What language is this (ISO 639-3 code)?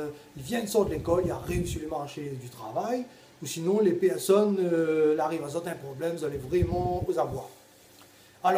rcf